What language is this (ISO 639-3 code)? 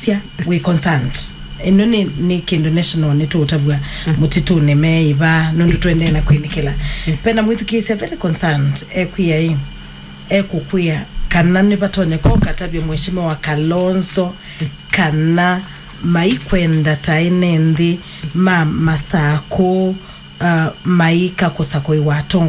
kam